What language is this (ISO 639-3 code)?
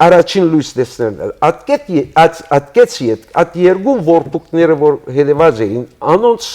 hyw